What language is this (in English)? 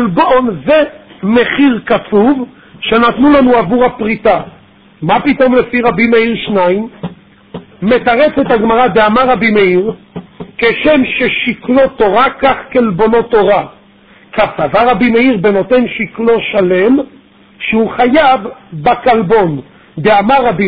Hebrew